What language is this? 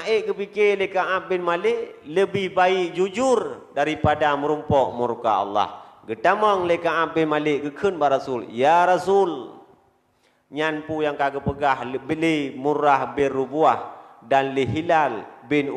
Achinese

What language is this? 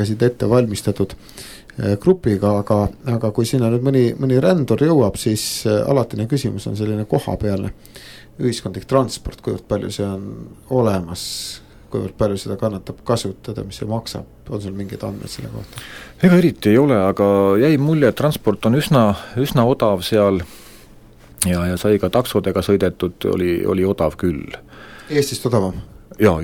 Estonian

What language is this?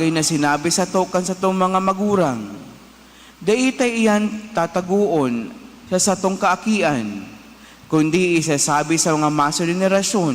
Bikol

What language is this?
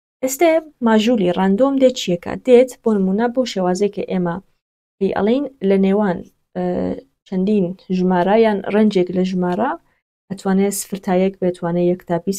Central Kurdish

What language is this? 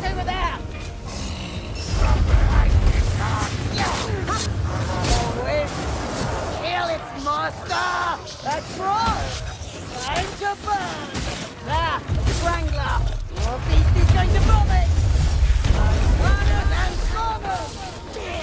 English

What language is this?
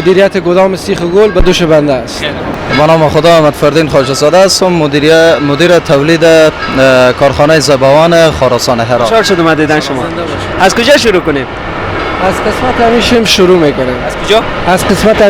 Persian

